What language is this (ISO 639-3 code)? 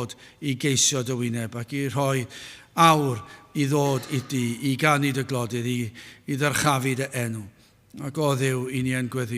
cym